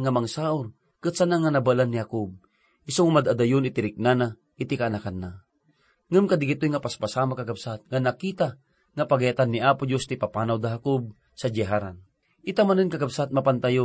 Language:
Iloko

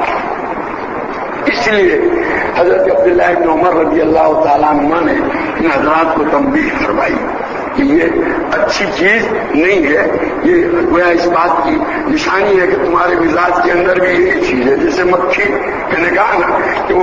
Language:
Urdu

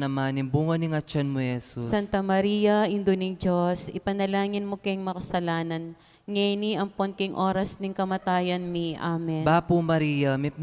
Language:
Pampanga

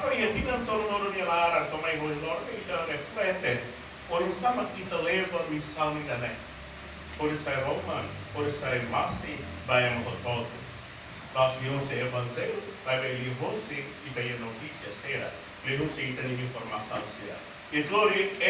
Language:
Tetum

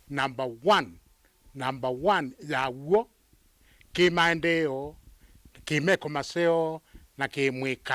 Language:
Kamba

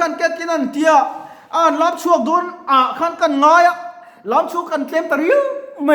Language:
Mizo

